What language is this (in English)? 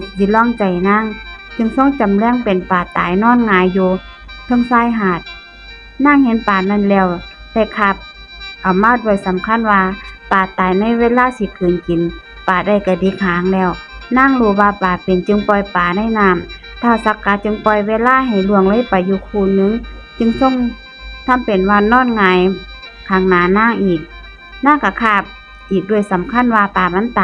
Northeastern Thai